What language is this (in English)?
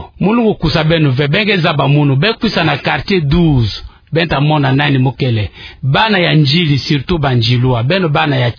Kituba (Democratic Republic of Congo)